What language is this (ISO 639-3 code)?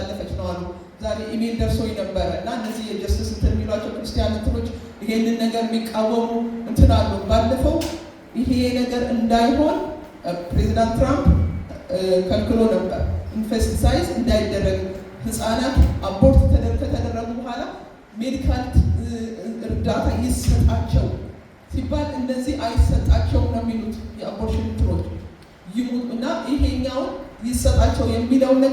amh